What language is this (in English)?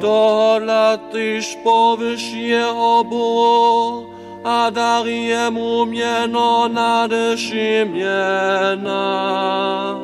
Upper Sorbian